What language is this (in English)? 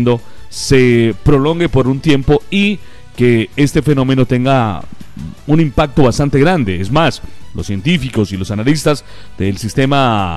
Spanish